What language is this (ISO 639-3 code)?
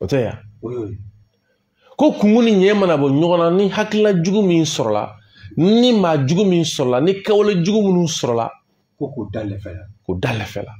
bam